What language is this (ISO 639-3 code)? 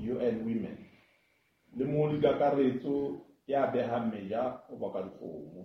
sot